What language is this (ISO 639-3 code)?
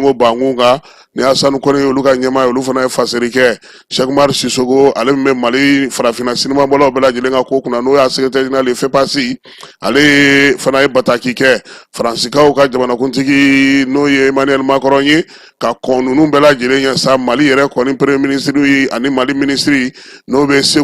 bam